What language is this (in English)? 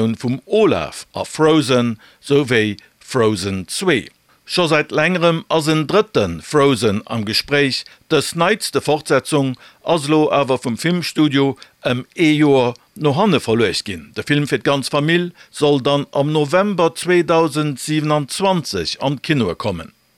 Luxembourgish